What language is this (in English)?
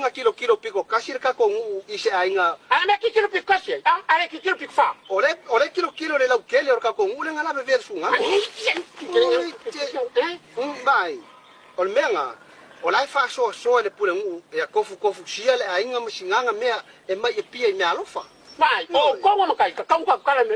Samoan